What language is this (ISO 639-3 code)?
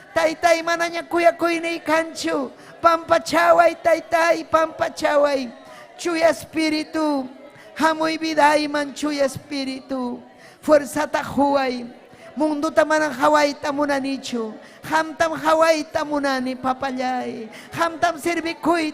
quy